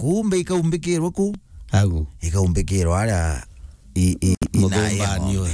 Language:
Meru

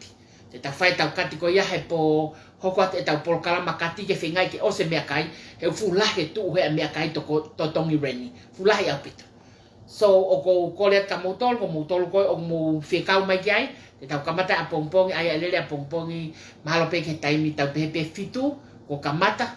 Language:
Tongan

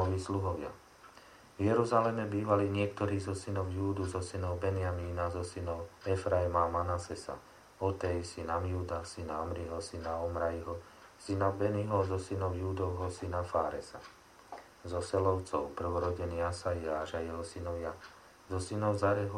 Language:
Slovak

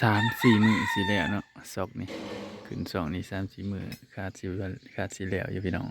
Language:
Northeastern Thai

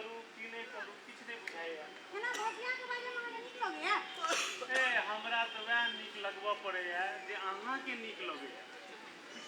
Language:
Maithili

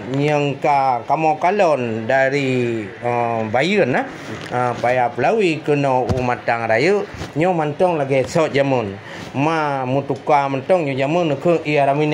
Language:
Achinese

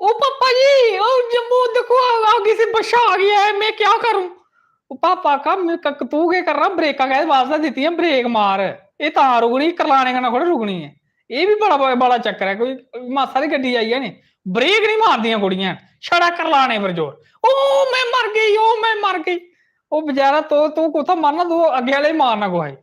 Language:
Dogri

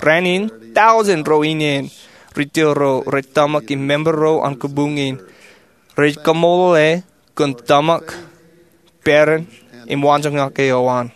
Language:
Marshallese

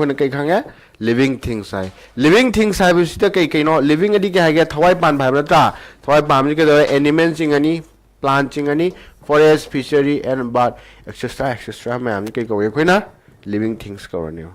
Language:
Manipuri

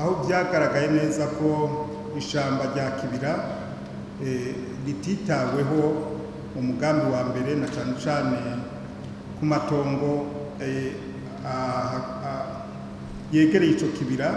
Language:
Rundi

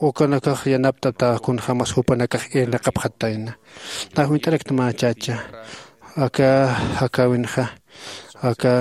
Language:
Aymara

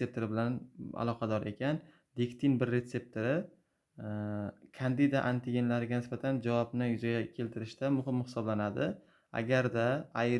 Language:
Uzbek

